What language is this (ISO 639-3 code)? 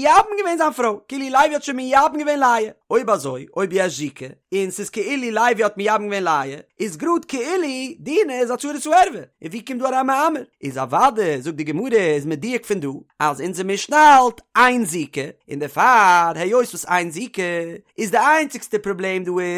yid